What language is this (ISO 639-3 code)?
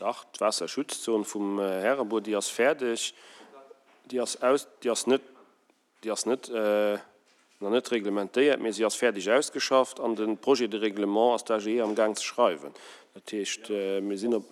ltz